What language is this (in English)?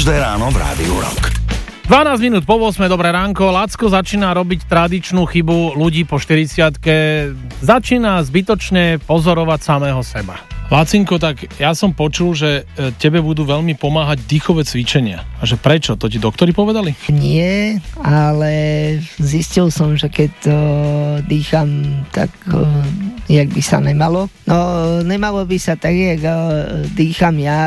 Slovak